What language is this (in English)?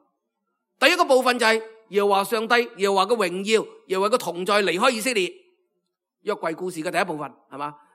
Cantonese